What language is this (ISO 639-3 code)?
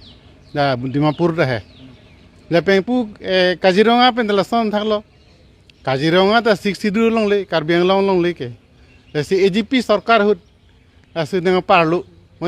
mjw